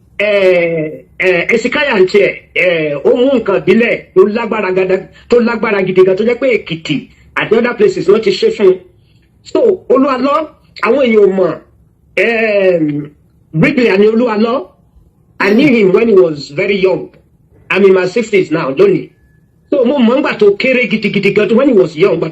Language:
Yoruba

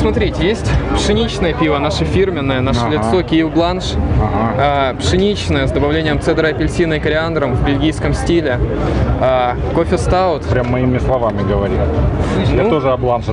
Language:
Russian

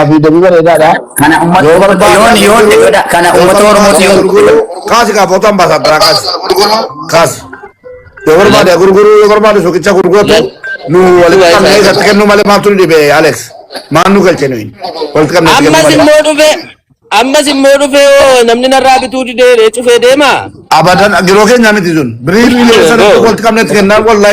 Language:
Oromo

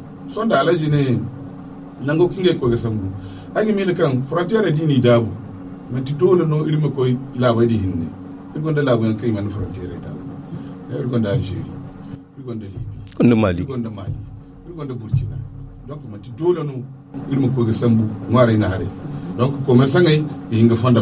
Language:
Zarma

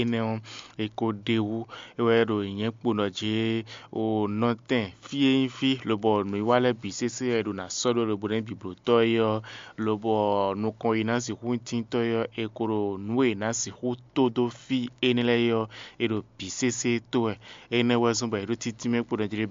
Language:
Fon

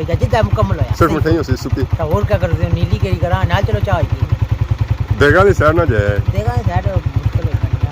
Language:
Pahari-Potwari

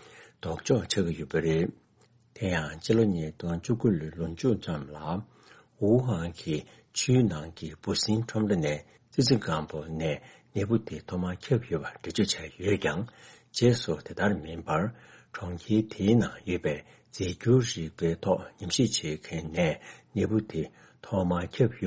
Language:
Tibetan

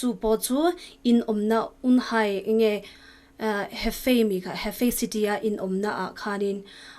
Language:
Mizo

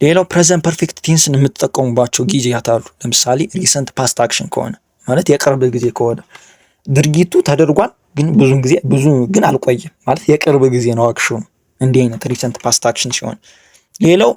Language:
Amharic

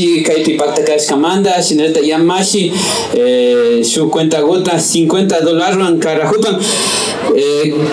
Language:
Imbabura Highland Quichua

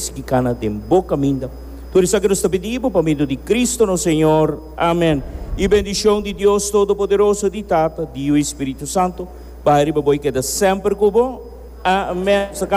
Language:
Papiamento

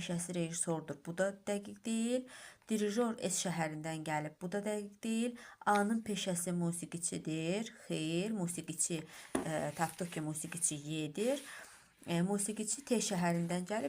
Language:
Azerbaijani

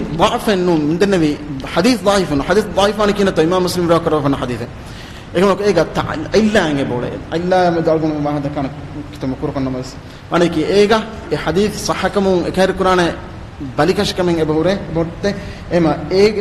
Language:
Divehi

